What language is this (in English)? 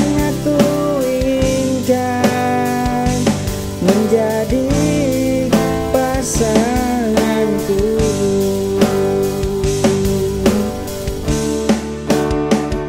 Indonesian